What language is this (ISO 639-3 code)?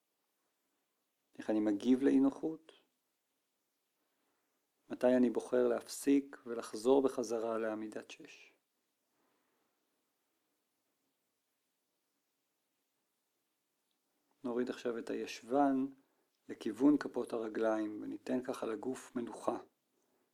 heb